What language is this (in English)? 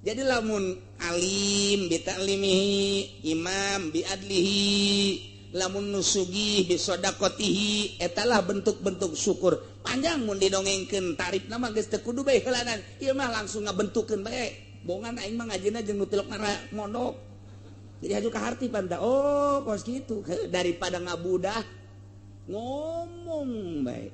Sundanese